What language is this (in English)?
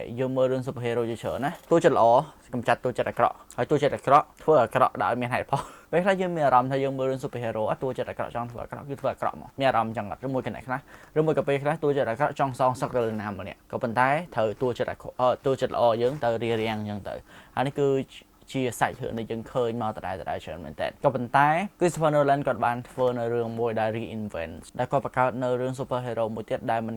Khmer